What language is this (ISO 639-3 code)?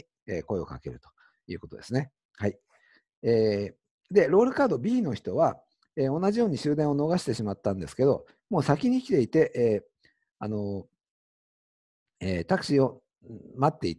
jpn